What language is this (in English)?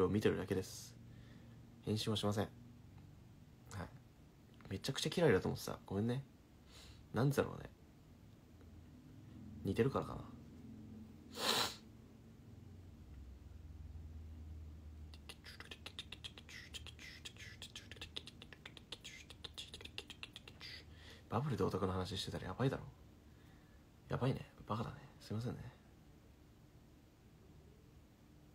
Japanese